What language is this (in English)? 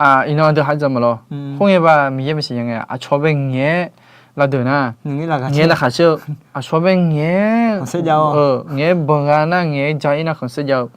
Akha